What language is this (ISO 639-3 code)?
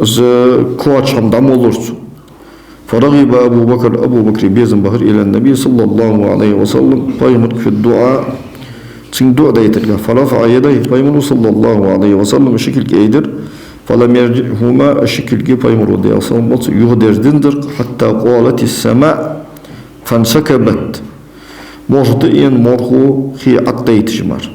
inh